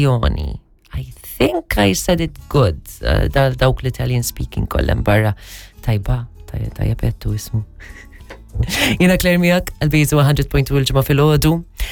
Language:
Maltese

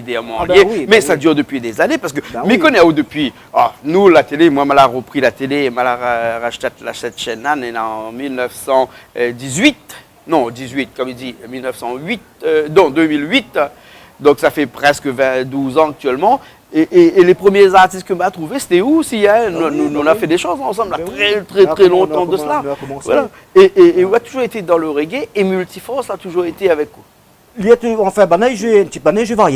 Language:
Réunion Creole French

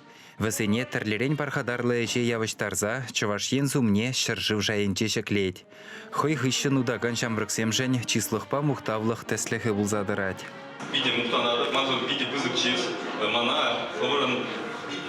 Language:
Chuvash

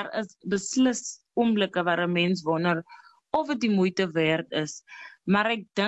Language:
Afrikaans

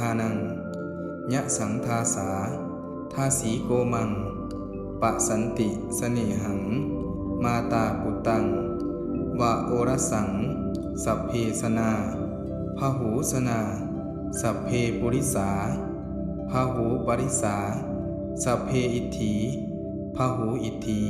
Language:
Pali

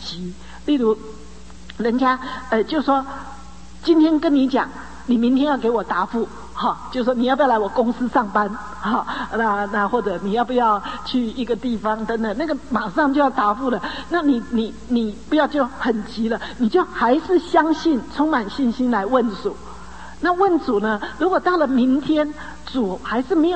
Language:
Chinese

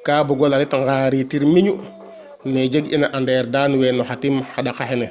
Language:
Serer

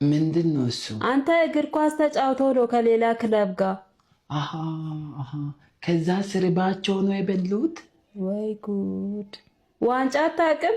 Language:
Amharic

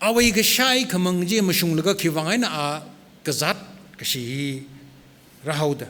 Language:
Tangkhul Naga (India)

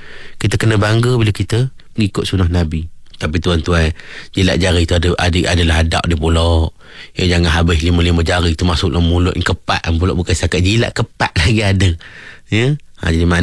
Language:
Malay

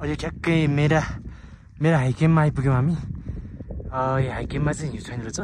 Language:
Nepali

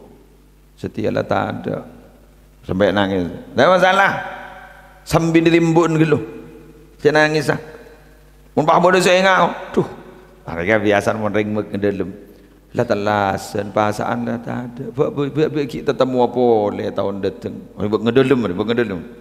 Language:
Madurese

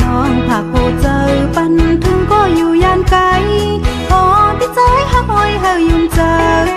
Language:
Shan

